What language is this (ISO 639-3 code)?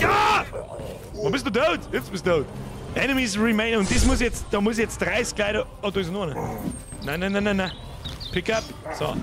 bar